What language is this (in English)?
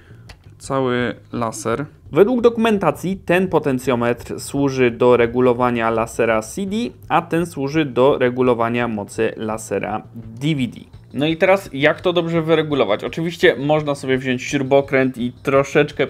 Polish